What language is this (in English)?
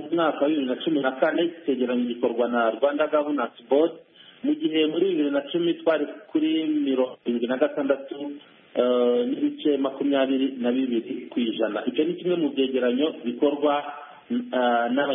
Kinyarwanda